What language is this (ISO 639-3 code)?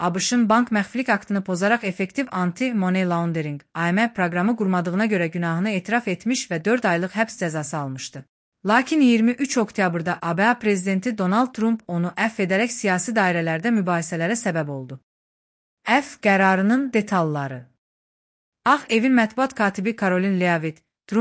aze